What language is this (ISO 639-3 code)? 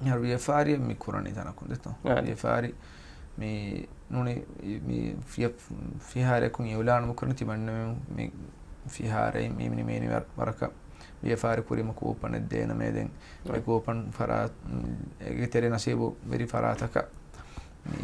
div